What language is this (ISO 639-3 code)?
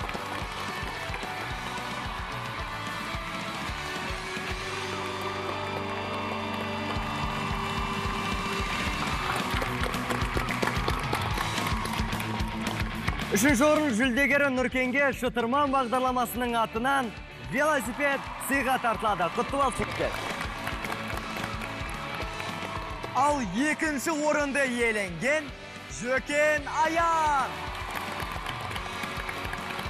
kaz